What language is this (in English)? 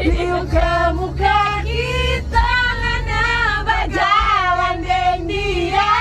Manado Malay